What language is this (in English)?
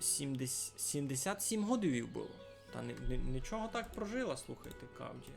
Rusyn